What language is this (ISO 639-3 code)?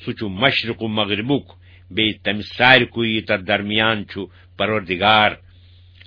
kas